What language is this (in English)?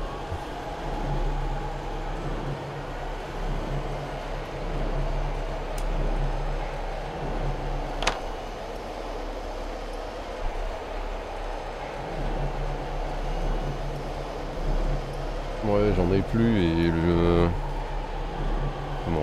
French